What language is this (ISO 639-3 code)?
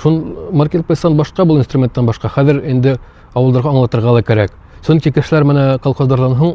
bak